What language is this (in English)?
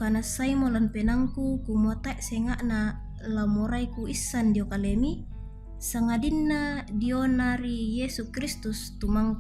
Toraja-Sa'dan